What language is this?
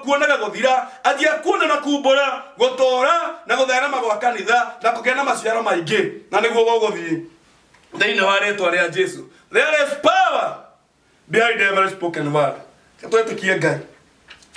Kikuyu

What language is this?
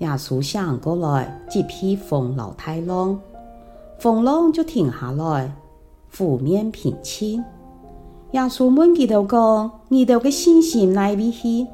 Hakka Chinese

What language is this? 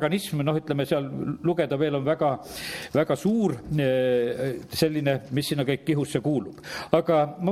Estonian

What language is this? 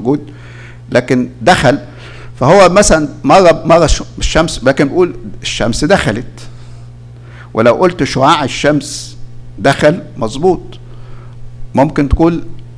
Egyptian Arabic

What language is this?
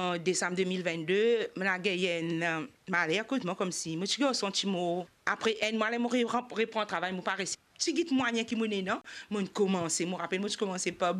Morisyen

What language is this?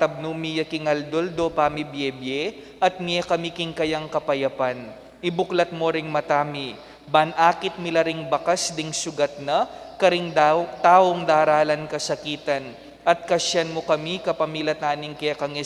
Pampanga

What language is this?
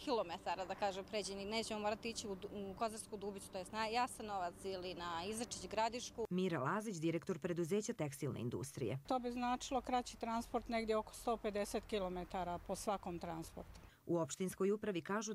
Croatian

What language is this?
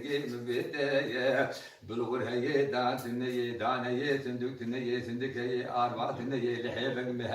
Kurdish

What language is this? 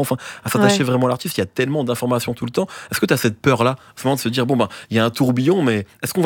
French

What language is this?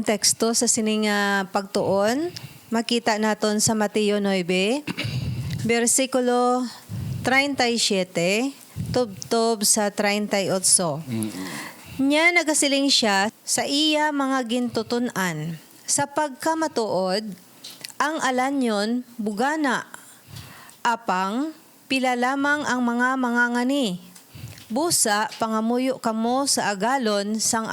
Hiligaynon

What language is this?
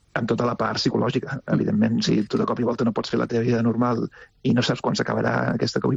Catalan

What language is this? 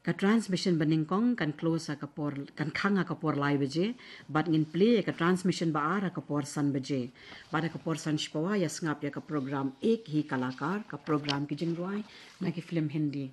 Khasi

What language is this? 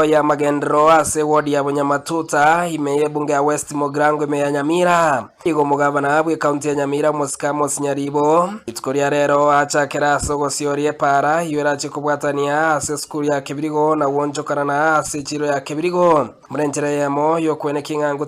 Gusii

